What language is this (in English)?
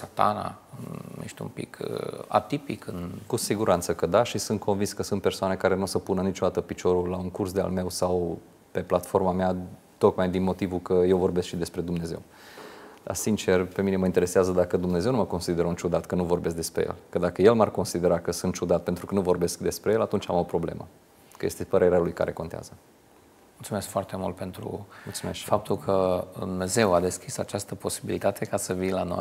Romanian